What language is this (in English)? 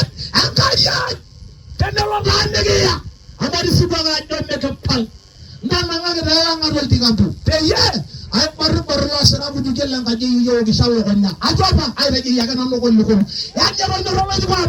Masai